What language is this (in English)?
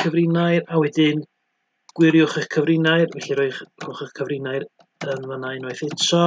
Welsh